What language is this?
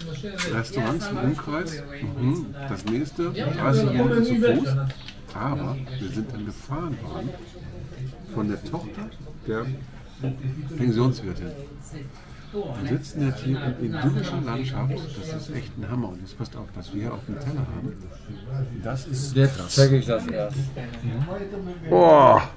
German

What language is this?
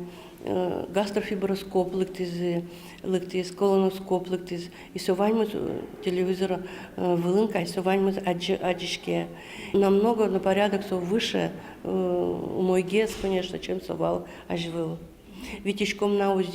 Udmurt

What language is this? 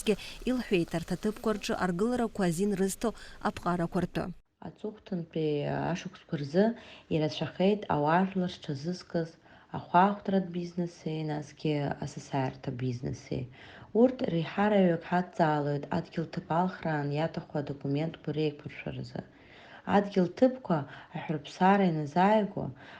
Abkhazian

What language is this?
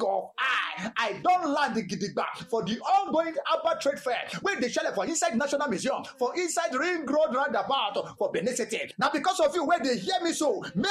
Nigerian Pidgin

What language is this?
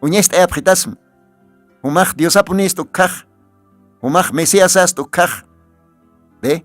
Aymara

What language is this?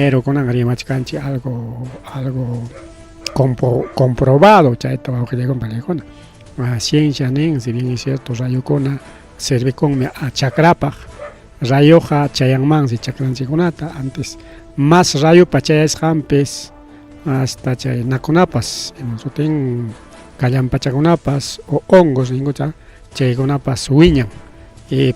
Ayacucho Quechua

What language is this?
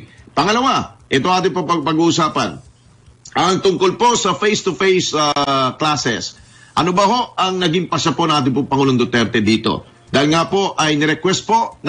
Filipino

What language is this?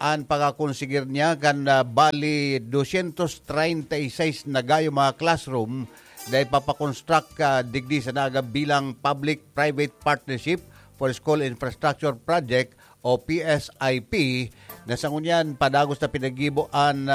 Bikol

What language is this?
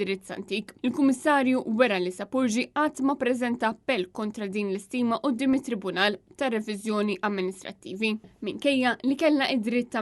Maltese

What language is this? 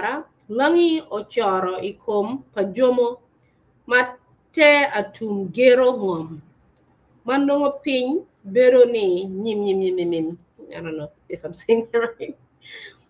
Acoli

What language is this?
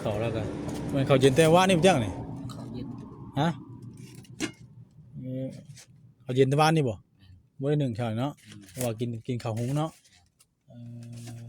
Northeastern Thai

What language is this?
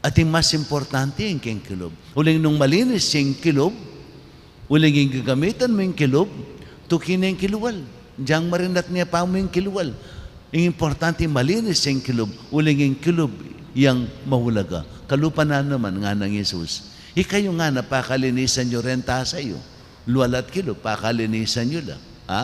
Pampanga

